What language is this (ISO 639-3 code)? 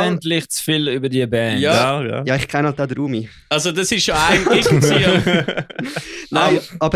gsw